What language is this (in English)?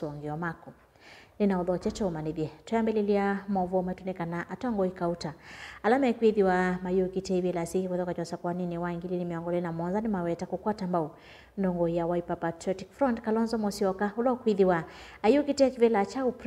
Kamba